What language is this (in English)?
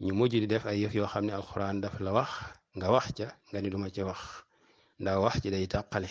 Wolof